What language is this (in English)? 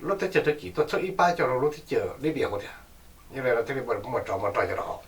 Hmong